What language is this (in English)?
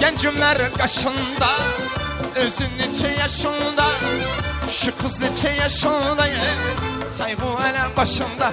Kara-Kalpak